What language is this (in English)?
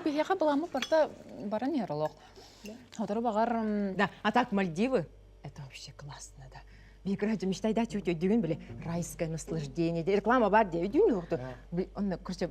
Yakut